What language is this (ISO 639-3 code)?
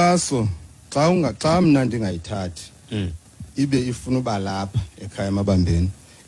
xho